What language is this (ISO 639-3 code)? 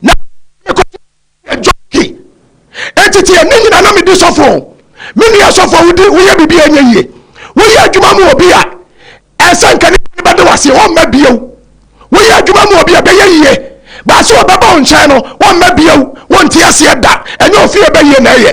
aka